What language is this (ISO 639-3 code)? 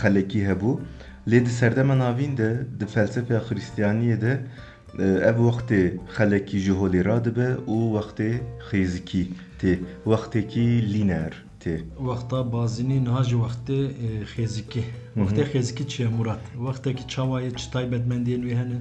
kur